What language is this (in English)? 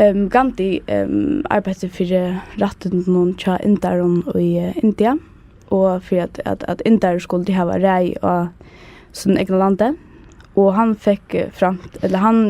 Faroese